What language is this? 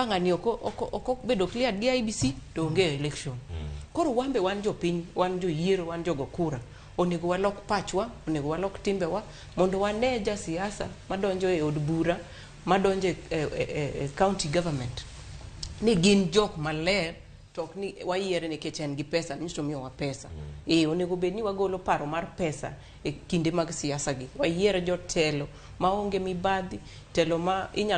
Luo (Kenya and Tanzania)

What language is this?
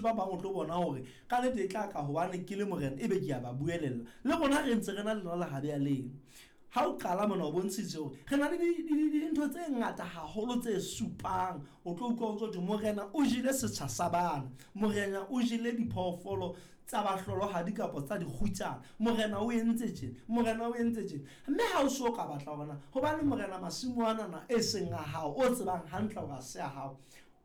Southern Sotho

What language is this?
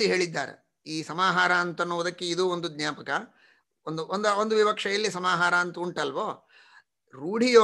Kannada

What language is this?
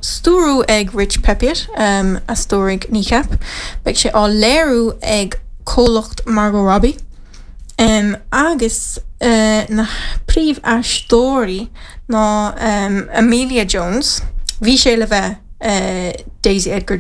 Irish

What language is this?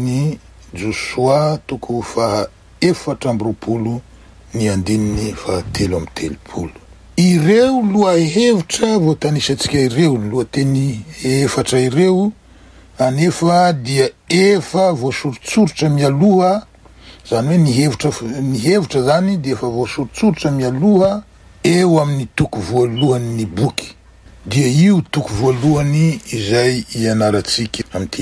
Malagasy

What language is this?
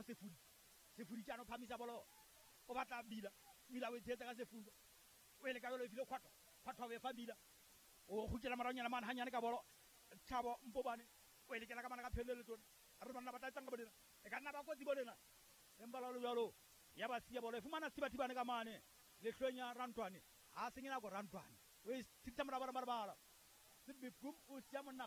Southern Sotho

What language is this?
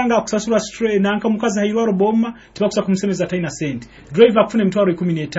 Nyoro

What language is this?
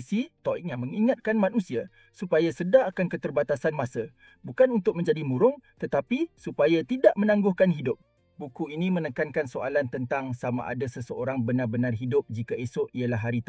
Malay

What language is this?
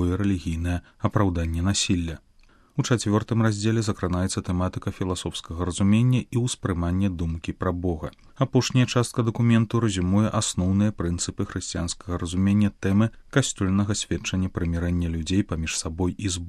Belarusian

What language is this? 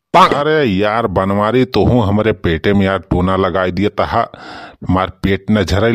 Awadhi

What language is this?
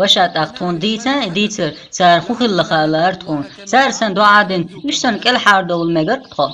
Chechen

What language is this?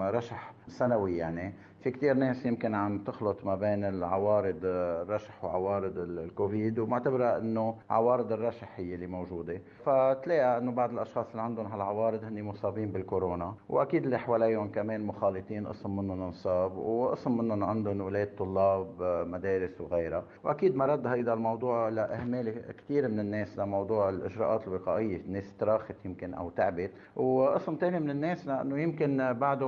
North Levantine Arabic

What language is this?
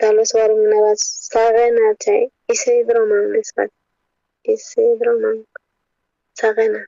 South Bolivian Quechua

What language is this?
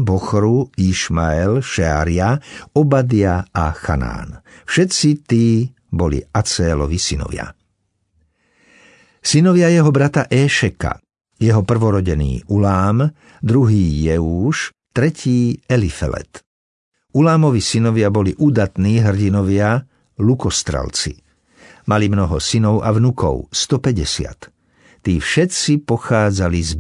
Slovak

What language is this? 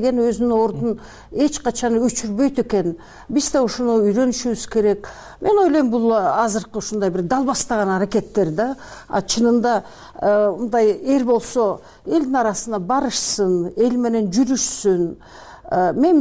Kyrgyz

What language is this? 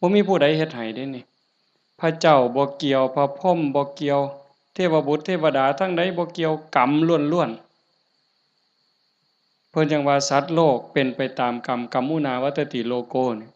Northeastern Thai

